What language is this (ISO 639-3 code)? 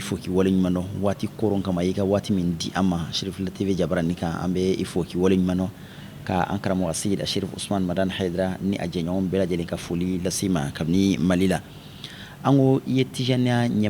bam